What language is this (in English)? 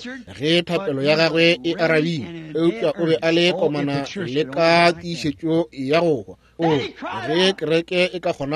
Northern Sotho